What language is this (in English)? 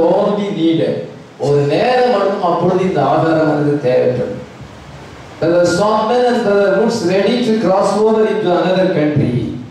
Tamil